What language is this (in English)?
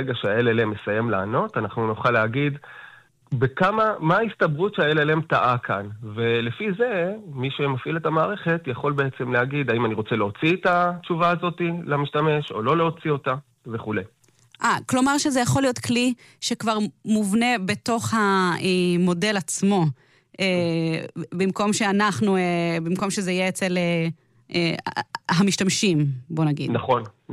Hebrew